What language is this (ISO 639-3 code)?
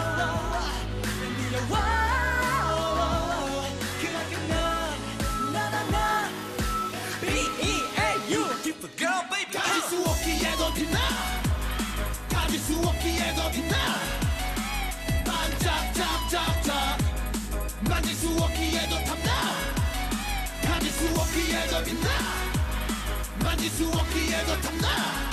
kor